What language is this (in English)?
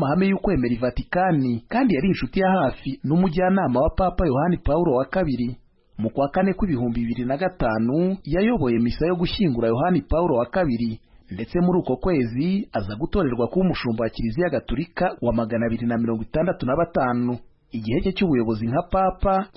Kinyarwanda